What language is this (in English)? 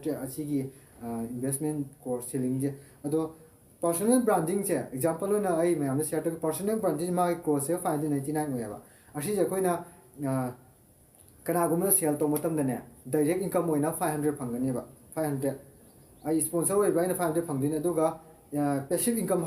Manipuri